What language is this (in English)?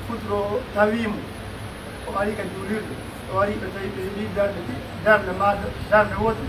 Pular